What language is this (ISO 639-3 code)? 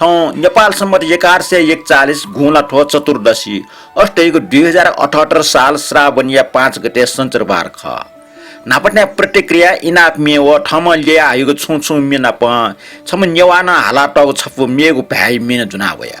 new